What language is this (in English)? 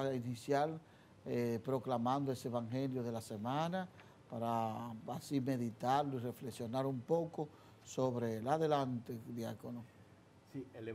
Spanish